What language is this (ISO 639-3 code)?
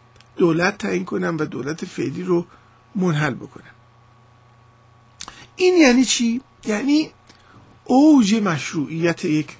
fas